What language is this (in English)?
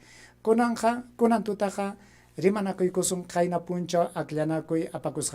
Ayacucho Quechua